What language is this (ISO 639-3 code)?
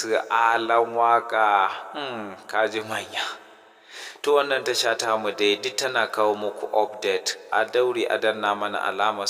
hau